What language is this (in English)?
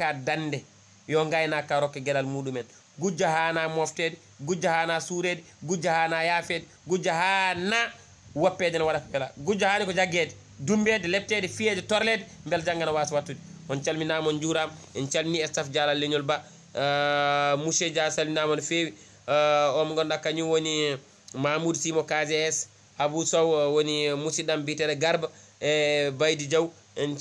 Swahili